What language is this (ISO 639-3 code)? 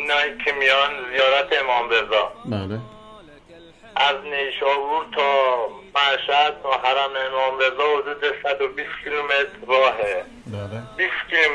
fas